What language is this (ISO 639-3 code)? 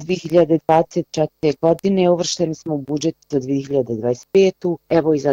bos